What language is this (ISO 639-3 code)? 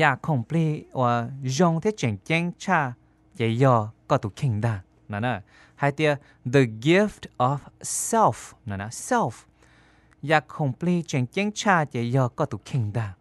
hmn